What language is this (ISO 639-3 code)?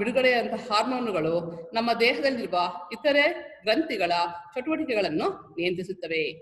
kan